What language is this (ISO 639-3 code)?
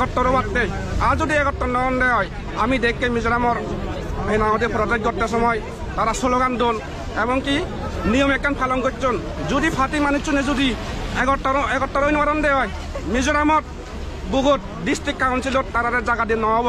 ccp